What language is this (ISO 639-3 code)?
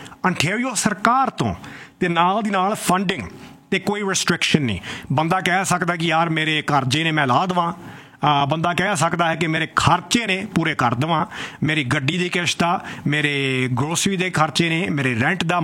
pan